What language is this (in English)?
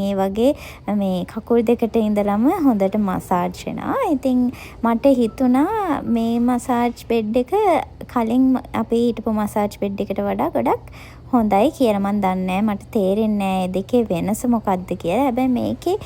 Sinhala